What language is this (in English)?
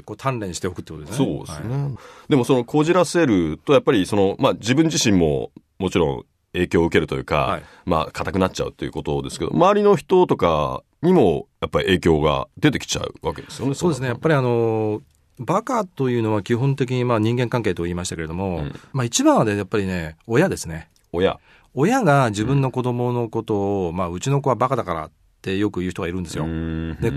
Japanese